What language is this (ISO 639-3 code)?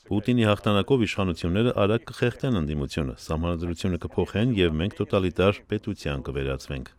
hye